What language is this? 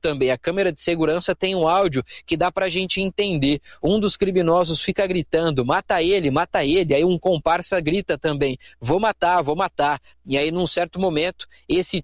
Portuguese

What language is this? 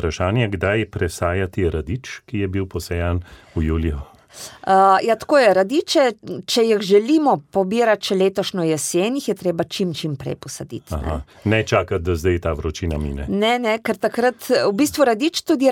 Slovenian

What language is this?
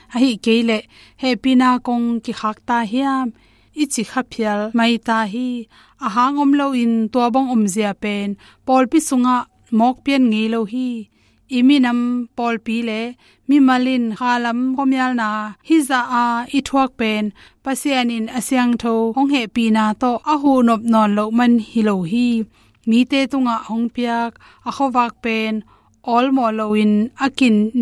Tedim Chin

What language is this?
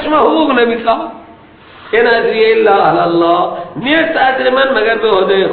Persian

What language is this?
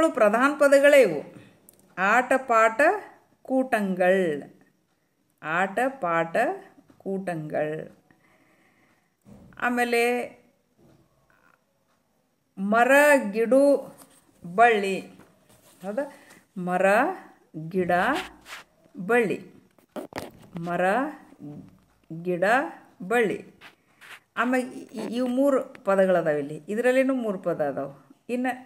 Kannada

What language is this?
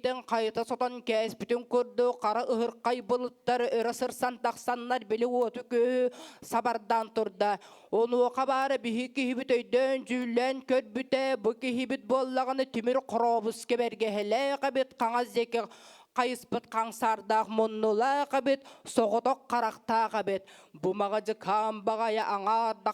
Yakut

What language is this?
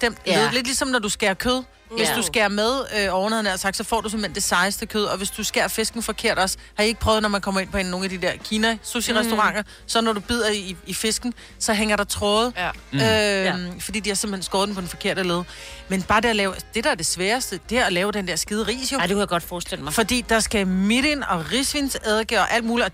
Danish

